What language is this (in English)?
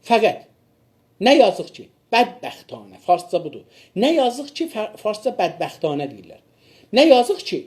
South Azerbaijani